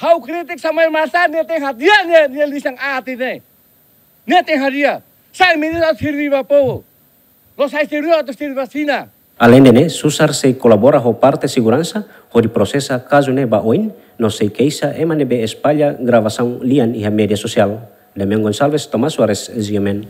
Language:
Tetum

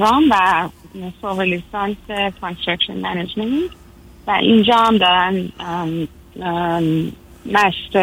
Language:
Persian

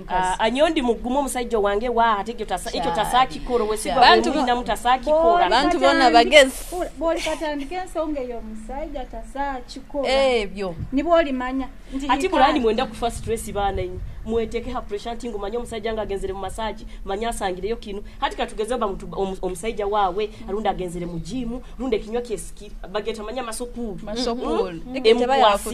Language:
Nyoro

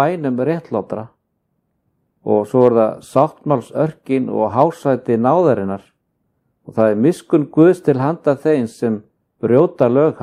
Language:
Icelandic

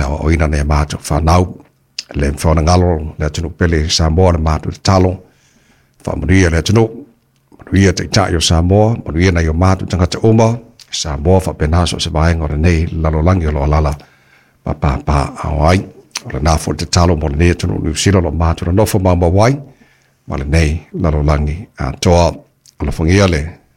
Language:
Samoan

